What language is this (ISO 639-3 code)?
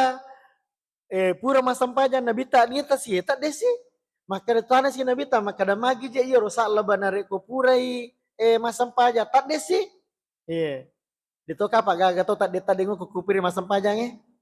bug